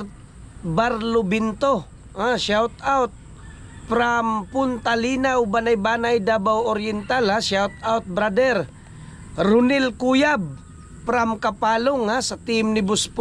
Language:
Cebuano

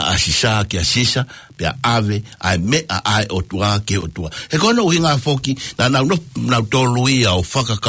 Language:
Tongan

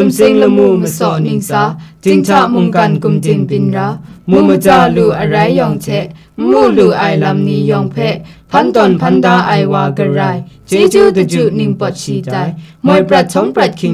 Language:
Kachin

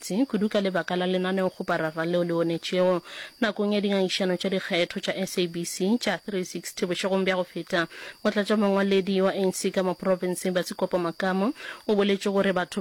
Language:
Northern Sotho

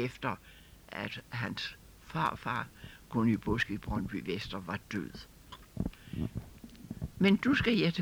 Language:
Danish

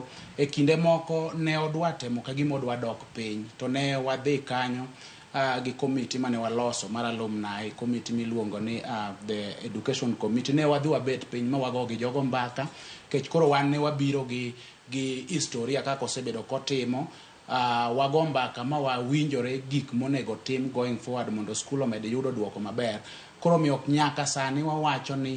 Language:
Luo (Kenya and Tanzania)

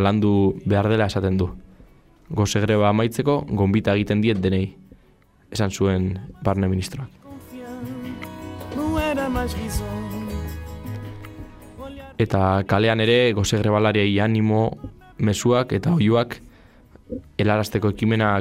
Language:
Basque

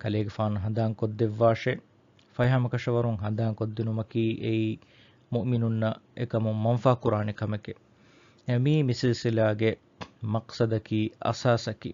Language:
Divehi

